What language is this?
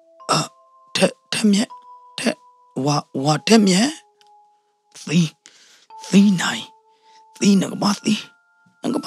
S'gaw Karen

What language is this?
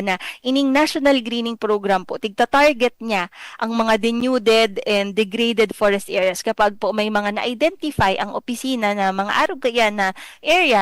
Bikol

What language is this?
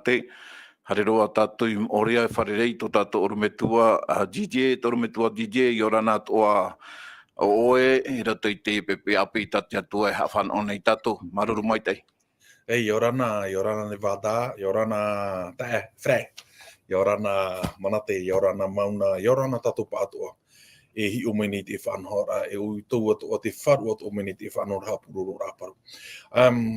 Tahitian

